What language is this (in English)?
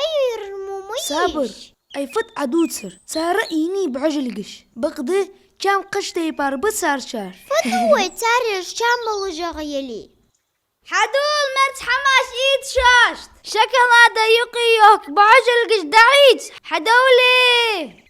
Ingush